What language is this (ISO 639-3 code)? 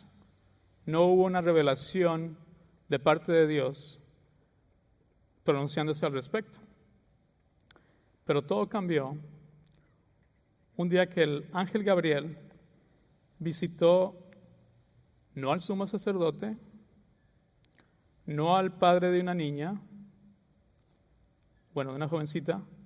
spa